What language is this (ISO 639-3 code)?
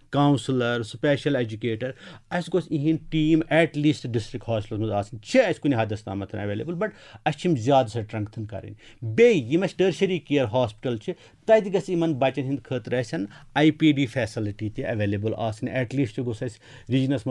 kas